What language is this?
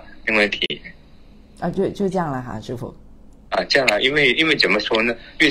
Chinese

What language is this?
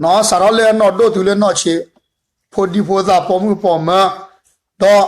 S'gaw Karen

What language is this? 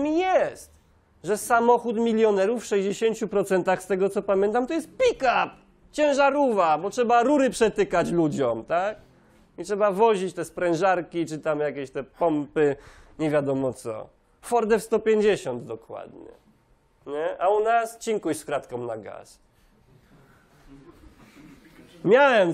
Polish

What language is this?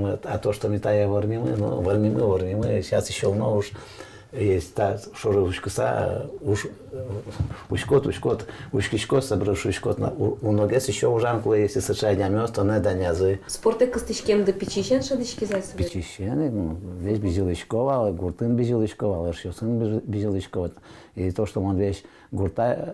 Udmurt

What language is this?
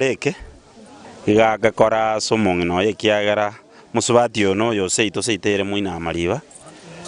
Gusii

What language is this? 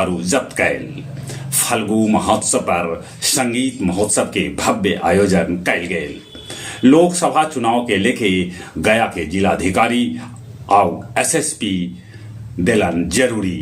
Magahi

